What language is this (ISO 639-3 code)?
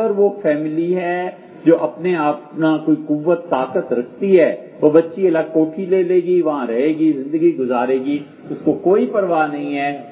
urd